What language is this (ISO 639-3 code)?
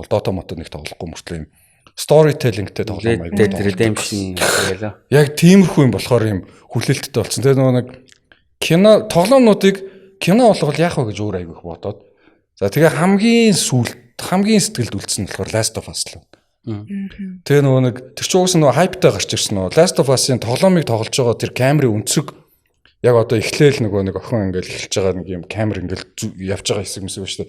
mon